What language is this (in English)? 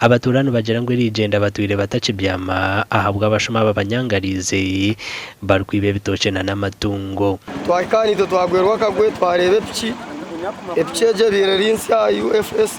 Nyankole